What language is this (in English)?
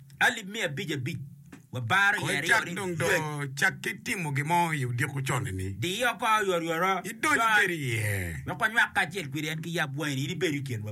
Acoli